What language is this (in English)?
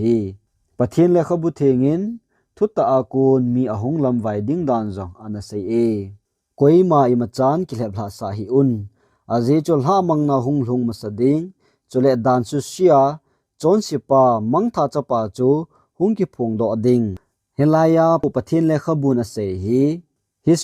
Thado Chin